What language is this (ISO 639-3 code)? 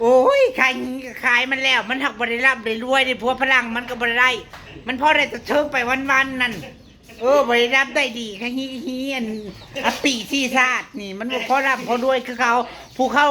tts